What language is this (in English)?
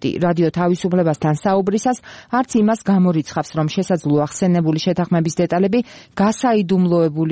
Georgian